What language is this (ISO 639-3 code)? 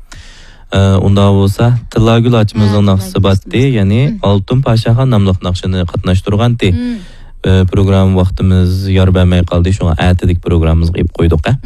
uig